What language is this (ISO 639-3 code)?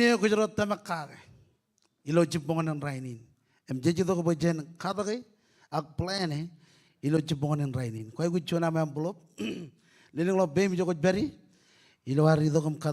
mah